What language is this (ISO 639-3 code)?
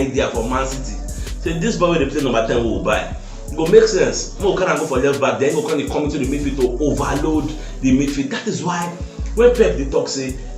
pcm